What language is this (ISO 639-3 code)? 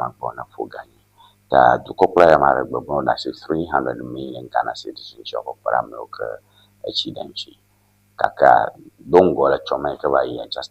ewe